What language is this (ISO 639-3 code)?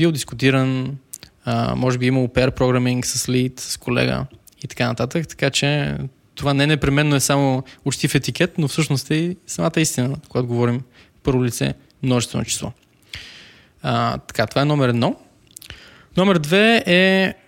bul